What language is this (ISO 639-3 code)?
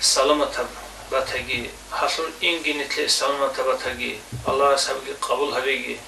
ava